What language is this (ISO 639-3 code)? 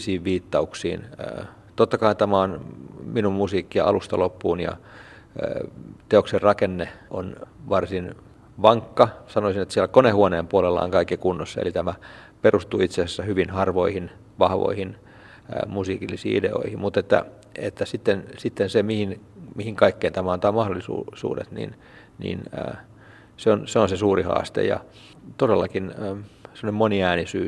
fin